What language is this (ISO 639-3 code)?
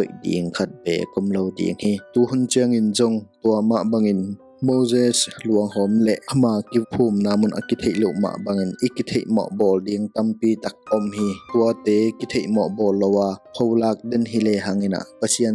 ctd